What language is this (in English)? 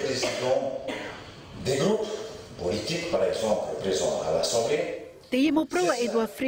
Tahitian